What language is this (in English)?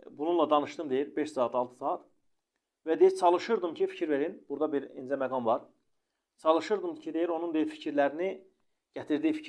Azerbaijani